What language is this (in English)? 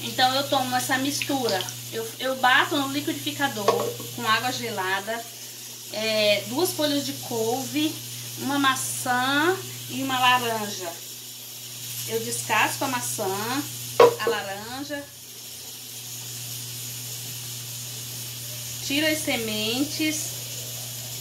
Portuguese